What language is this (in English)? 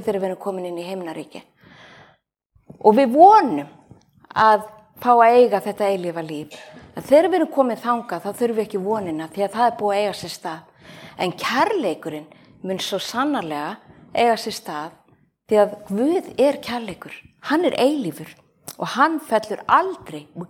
Icelandic